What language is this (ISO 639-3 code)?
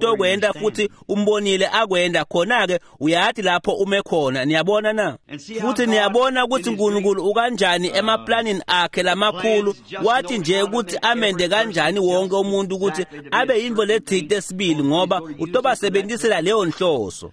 ssw